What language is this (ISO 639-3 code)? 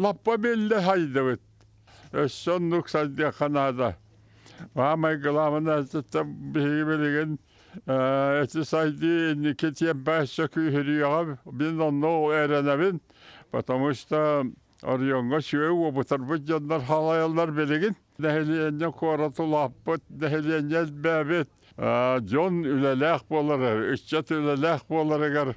sah